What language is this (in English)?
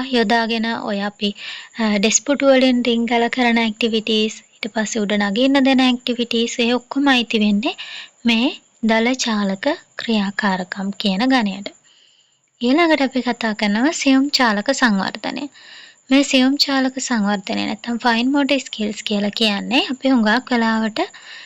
Sinhala